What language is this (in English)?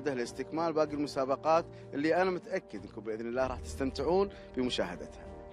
Arabic